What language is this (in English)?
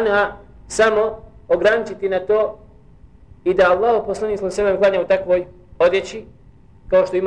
Bosnian